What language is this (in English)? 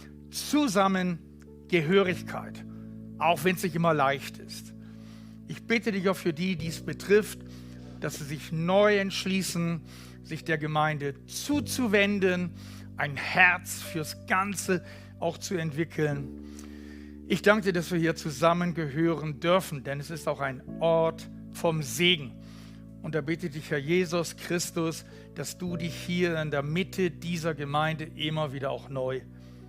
Swiss German